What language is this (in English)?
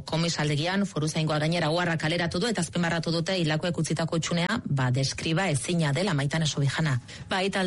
Basque